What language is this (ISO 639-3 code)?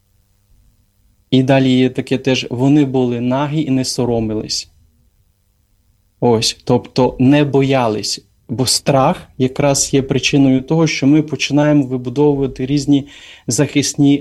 ukr